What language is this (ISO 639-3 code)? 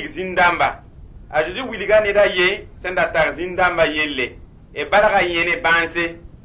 mos